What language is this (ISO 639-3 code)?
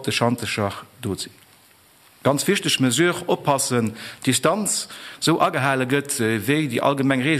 ltz